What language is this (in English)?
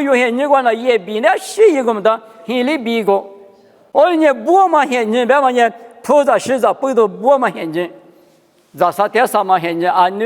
Lisu